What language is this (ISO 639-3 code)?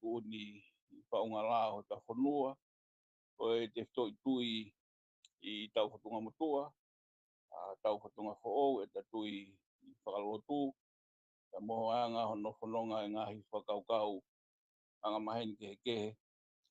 ton